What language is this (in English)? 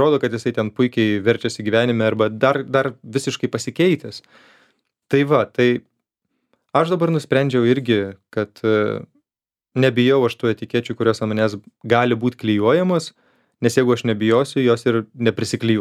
Lithuanian